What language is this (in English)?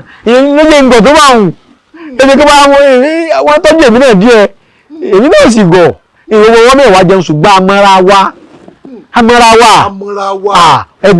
Yoruba